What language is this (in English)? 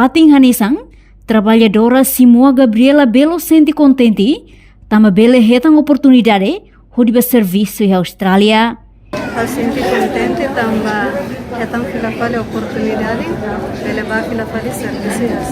Tetum